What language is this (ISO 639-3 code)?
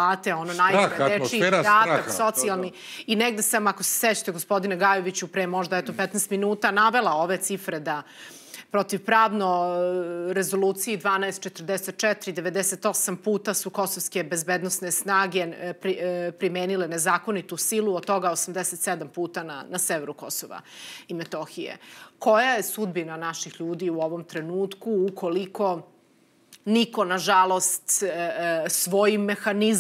srp